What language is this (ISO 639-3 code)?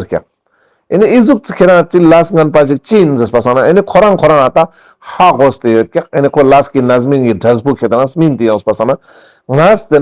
lbj